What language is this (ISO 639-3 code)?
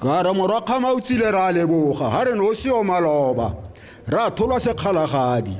tsn